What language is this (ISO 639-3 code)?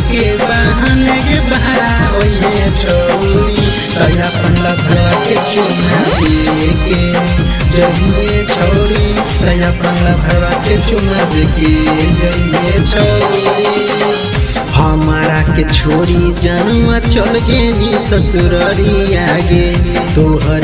mag